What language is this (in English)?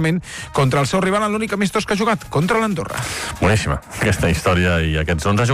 Catalan